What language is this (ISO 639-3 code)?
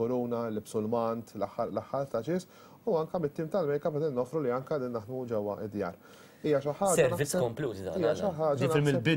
mlt